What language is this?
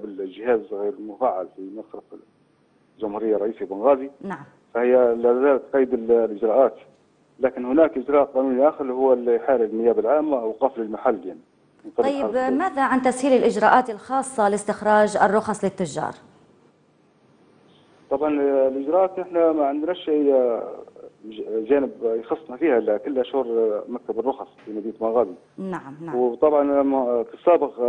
Libyan Arabic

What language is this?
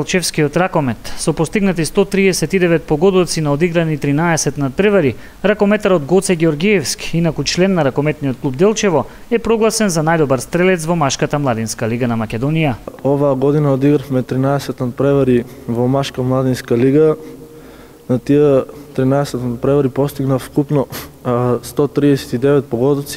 Macedonian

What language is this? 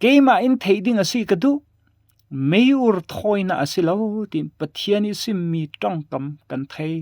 Falam Chin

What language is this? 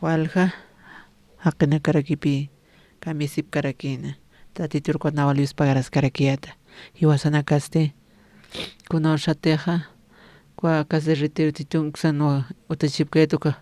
Aymara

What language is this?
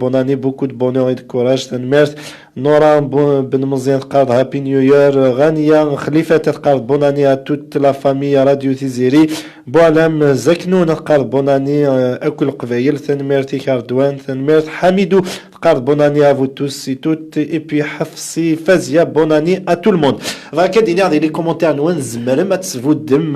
Kabyle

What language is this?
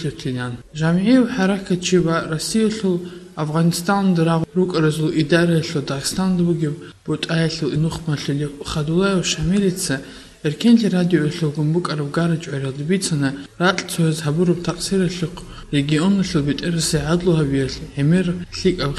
Avaric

